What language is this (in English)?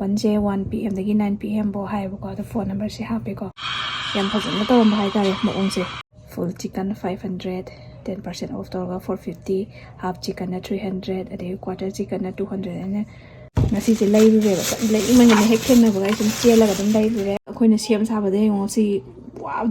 Manipuri